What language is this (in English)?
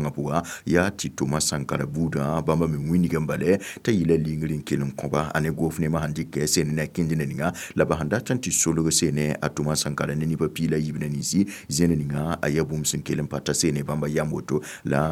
Mossi